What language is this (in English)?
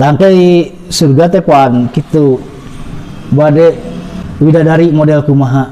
Sundanese